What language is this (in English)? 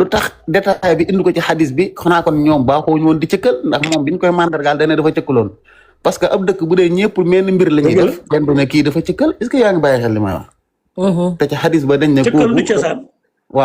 Wolof